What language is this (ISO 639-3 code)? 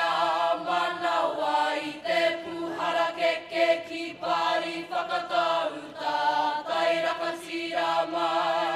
mri